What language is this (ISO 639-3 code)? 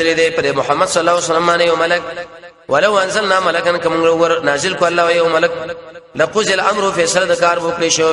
pus